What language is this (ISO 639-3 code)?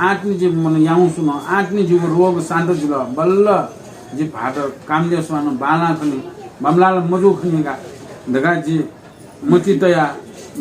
new